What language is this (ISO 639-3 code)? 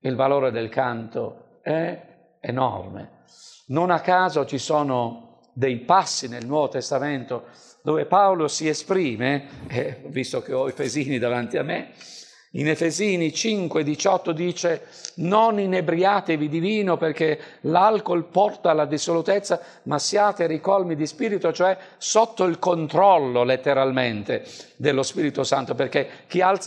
ita